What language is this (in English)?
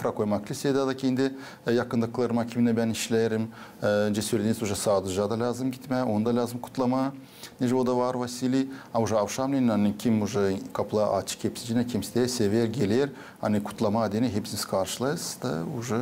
Gagauz